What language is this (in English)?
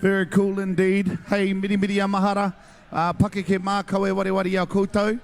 Māori